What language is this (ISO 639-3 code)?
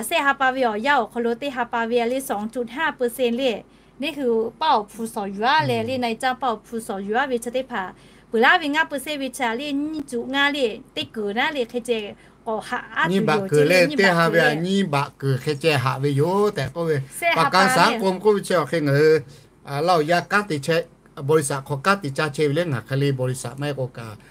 lhu